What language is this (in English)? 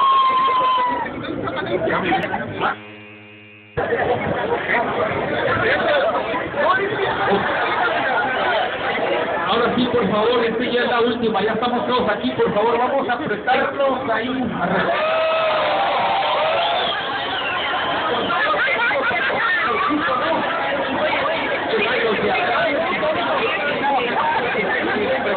Spanish